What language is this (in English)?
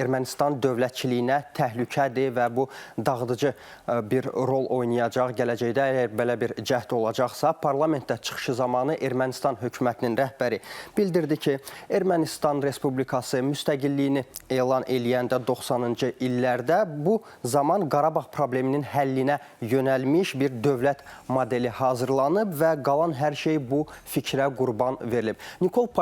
Azerbaijani